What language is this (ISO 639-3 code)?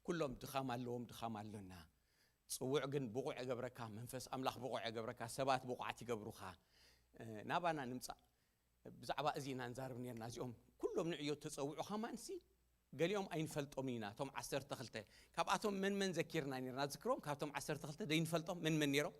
tir